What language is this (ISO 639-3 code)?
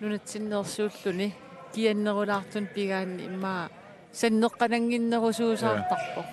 kal